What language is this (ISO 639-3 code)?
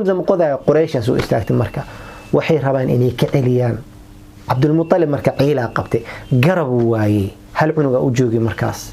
som